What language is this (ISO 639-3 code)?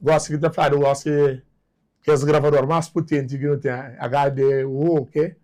kea